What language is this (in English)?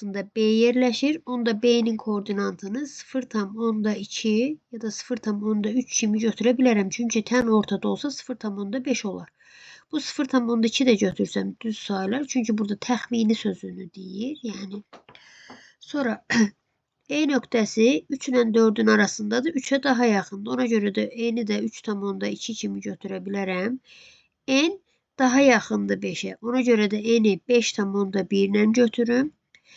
Azerbaijani